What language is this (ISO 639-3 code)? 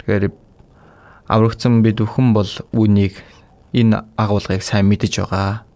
mon